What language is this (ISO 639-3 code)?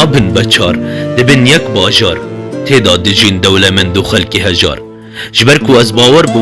kur